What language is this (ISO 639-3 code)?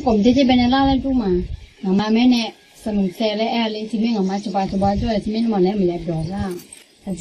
ahk